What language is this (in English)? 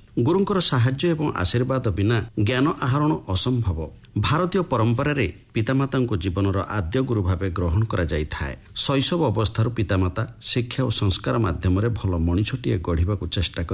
Odia